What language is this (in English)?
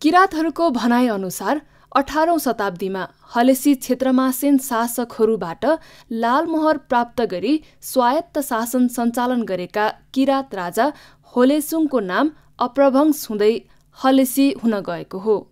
Nepali